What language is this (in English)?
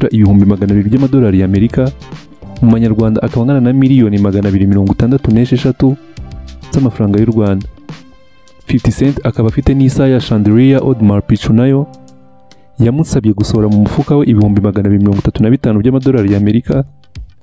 Kinyarwanda